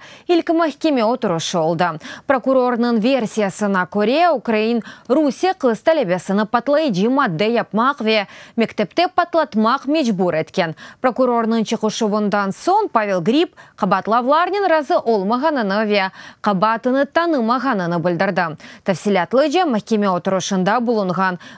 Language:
Crimean Tatar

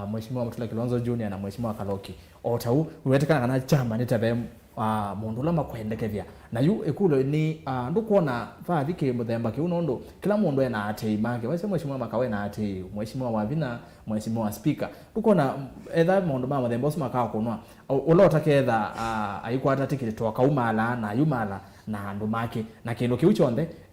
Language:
Kamba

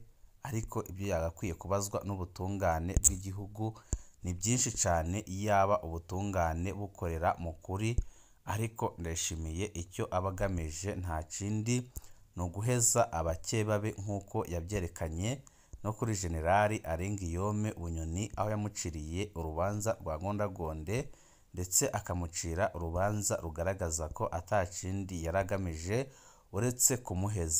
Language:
Rundi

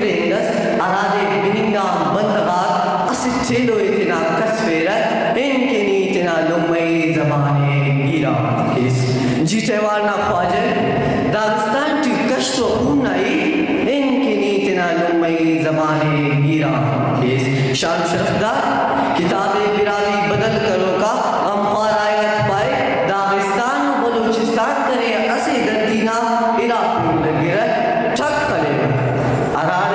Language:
Brahui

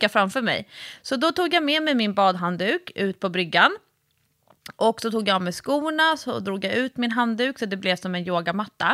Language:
Swedish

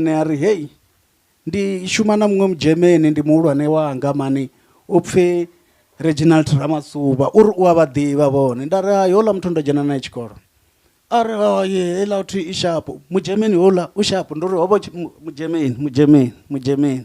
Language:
Venda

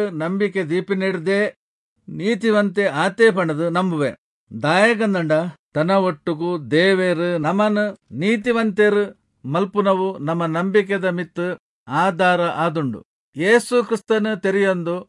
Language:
Tulu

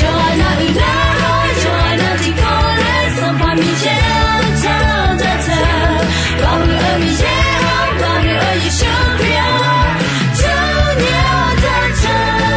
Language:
Akha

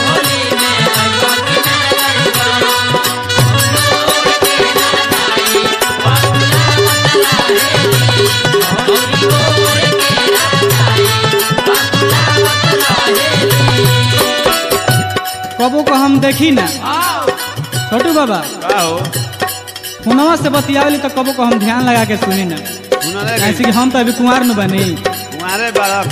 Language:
Bhojpuri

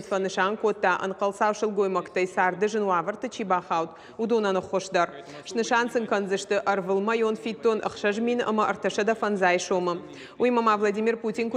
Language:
Ossetic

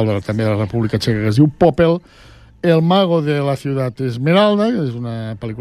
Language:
Catalan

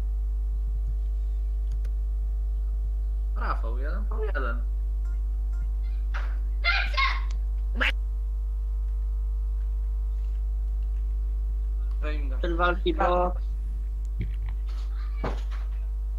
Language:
Polish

